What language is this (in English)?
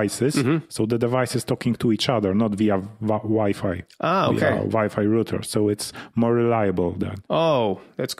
English